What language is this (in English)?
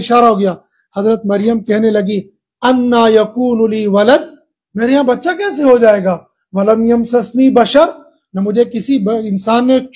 Urdu